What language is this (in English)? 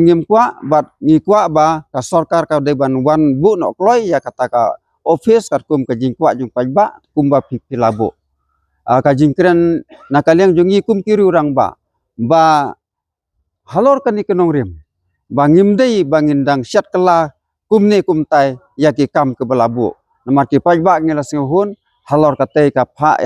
Khasi